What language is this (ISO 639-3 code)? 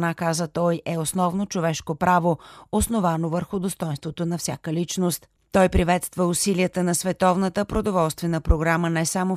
bul